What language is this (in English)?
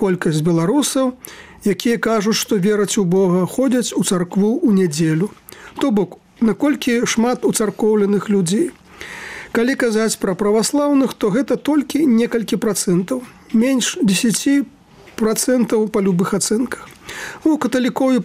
Belarusian